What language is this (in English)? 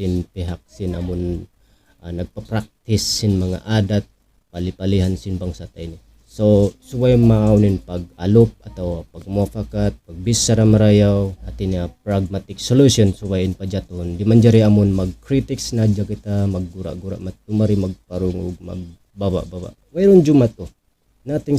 Tausug